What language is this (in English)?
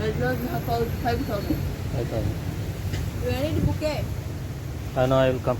Tulu